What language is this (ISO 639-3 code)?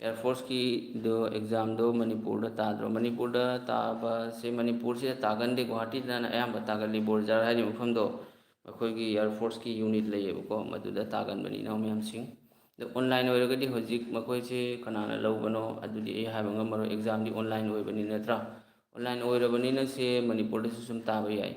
mni